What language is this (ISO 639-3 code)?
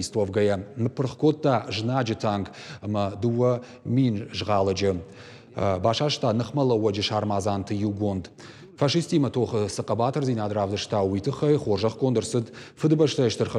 oss